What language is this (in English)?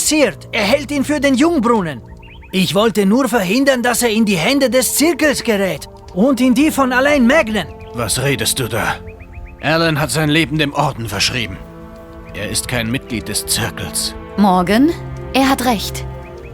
Bavarian